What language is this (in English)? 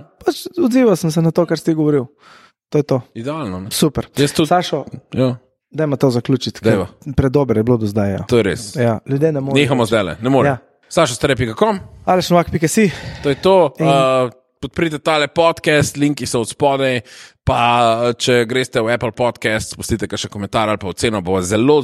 Slovenian